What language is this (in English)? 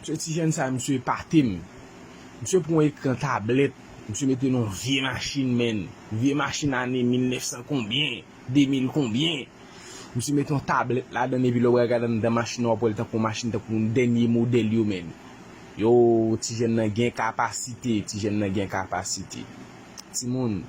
Haitian Creole